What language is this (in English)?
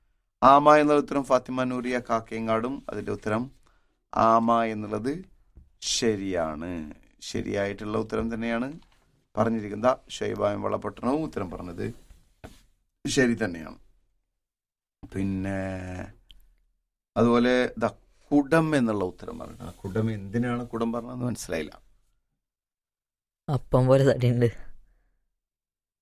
Malayalam